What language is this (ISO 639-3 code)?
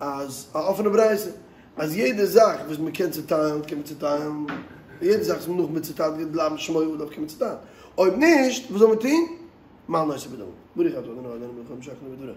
yid